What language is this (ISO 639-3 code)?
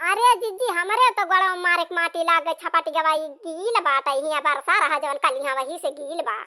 awa